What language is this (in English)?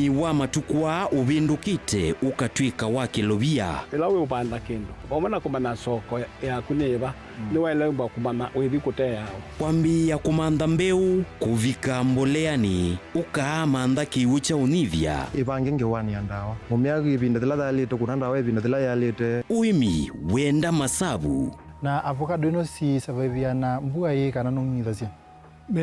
Kamba